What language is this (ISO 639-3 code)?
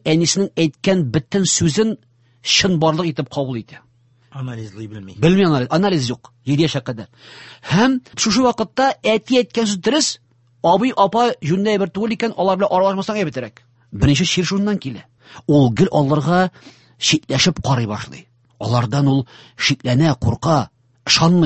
tat